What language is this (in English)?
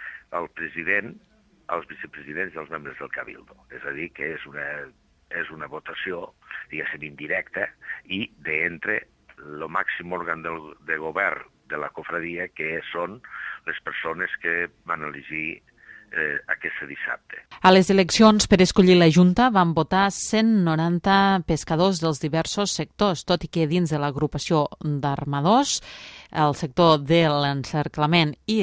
Catalan